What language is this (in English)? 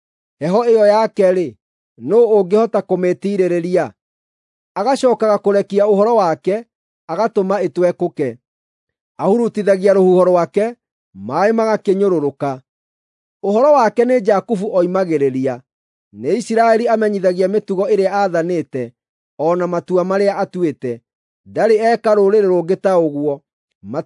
Kikuyu